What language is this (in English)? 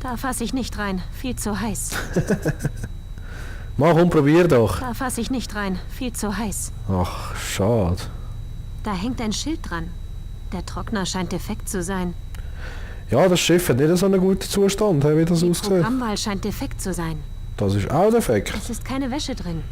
Swiss German